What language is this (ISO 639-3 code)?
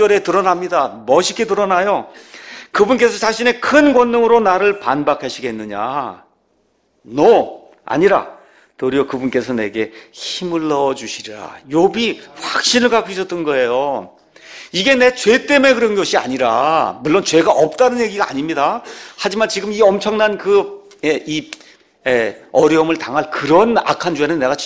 kor